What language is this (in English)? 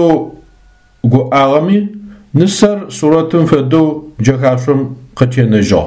Adyghe